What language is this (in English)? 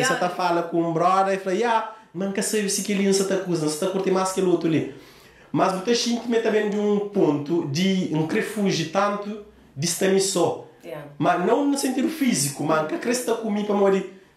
Kabuverdianu